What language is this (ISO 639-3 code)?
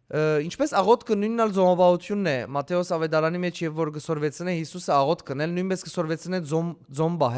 hyw